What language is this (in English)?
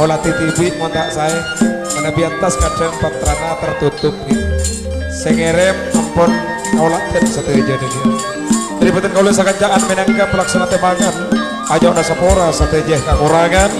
Madurese